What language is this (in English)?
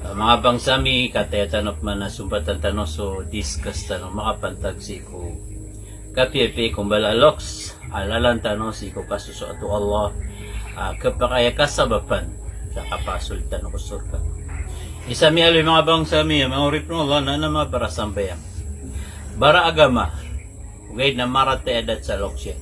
Maranao